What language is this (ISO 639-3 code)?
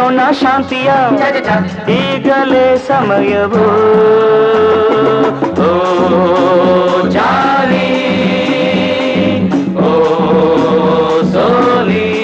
kan